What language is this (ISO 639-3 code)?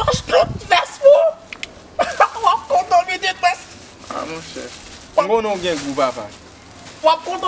hat